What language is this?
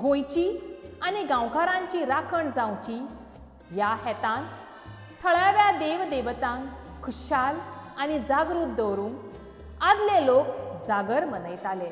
Konkani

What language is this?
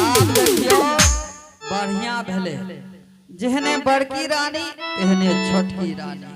Maithili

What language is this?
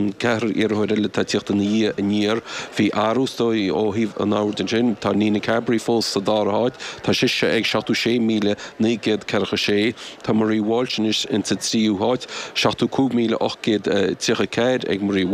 Irish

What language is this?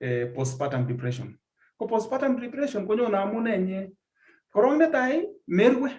Kalenjin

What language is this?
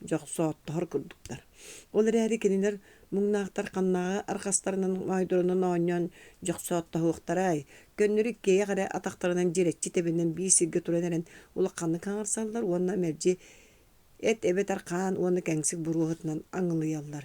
Yakut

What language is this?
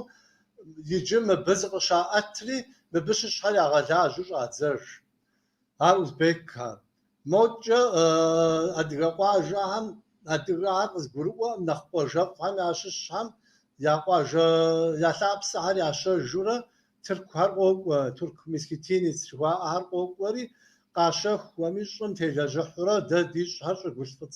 Kabardian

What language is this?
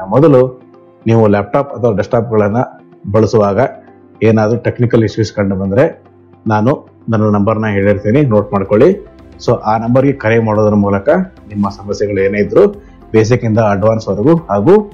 Kannada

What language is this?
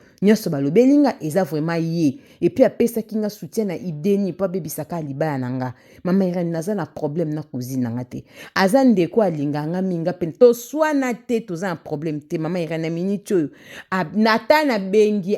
Lingala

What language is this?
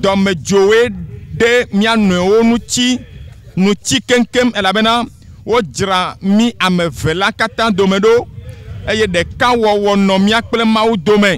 Ewe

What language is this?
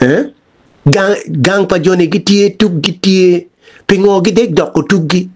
Acoli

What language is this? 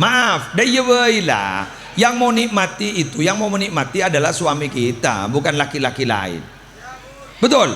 Madurese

